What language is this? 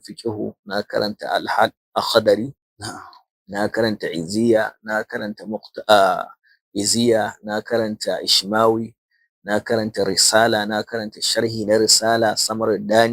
Hausa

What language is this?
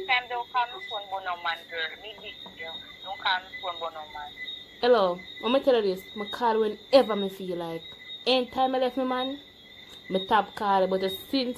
Jamaican Creole English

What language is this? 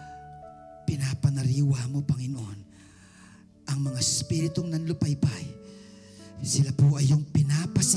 Filipino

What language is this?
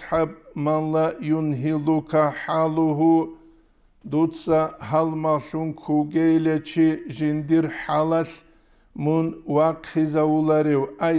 Avaric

